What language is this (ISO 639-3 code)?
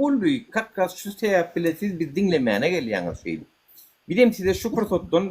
tuk